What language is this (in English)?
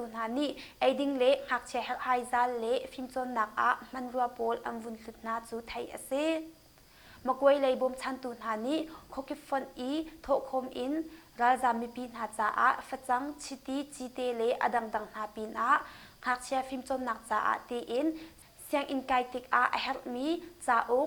Hakha Chin